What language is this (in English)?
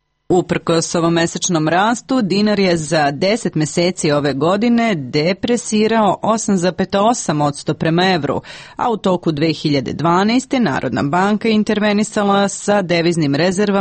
Serbian